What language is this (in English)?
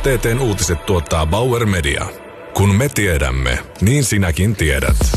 Finnish